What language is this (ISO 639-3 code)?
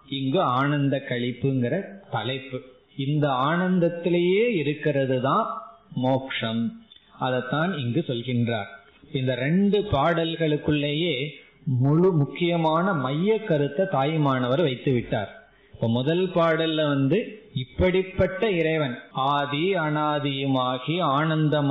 tam